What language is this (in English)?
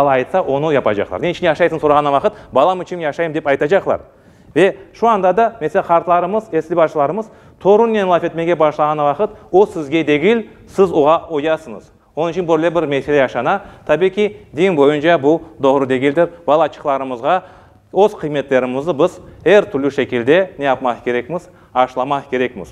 Crimean Tatar